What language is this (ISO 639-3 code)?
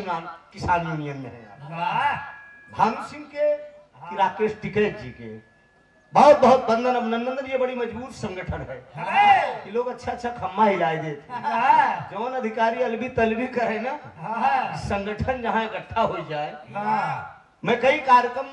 bho